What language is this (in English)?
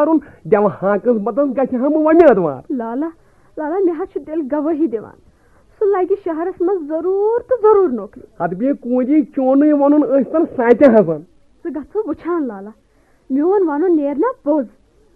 Kashmiri